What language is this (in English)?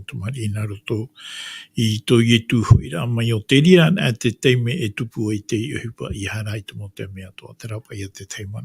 Tahitian